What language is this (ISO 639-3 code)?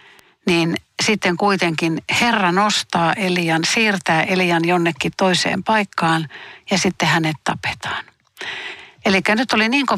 fin